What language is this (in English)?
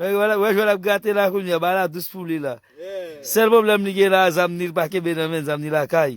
Haitian Creole